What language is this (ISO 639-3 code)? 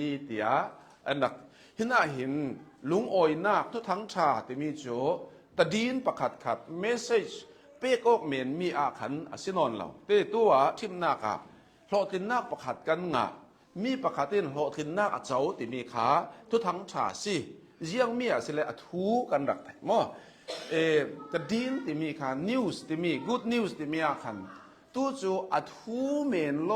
cnh